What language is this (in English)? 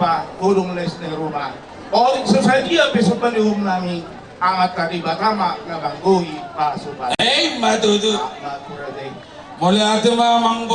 Batak Toba